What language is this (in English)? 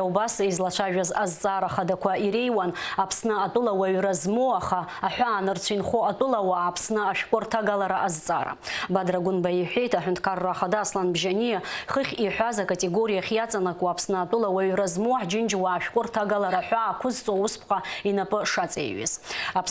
Abkhazian